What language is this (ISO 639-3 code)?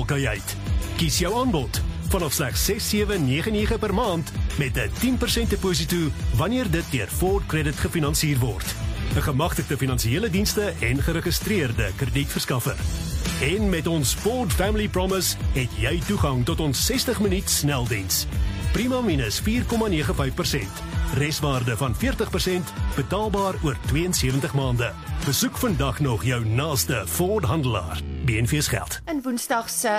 afr